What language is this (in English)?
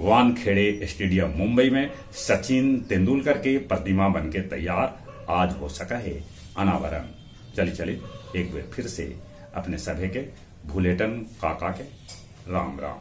Magahi